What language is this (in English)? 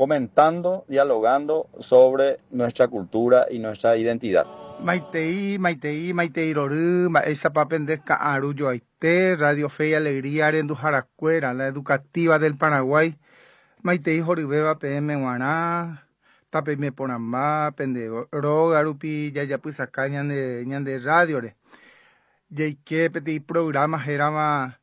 Guarani